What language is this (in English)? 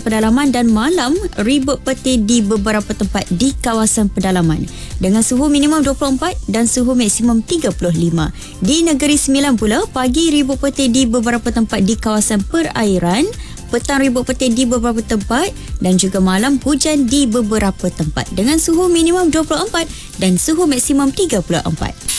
Malay